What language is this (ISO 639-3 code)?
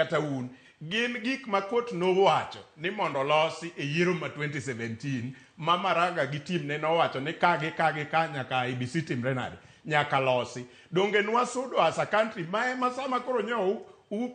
luo